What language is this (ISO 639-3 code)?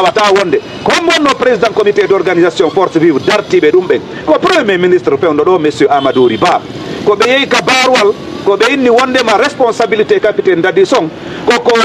ful